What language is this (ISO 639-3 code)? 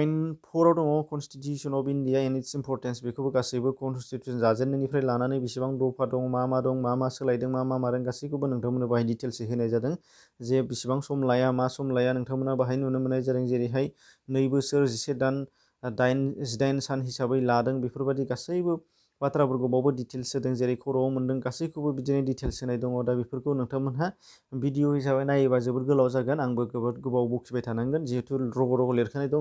brx